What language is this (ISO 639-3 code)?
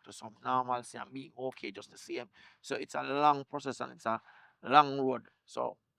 jam